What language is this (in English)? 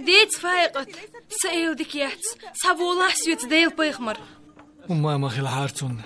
Chechen